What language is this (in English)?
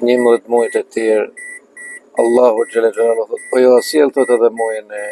Albanian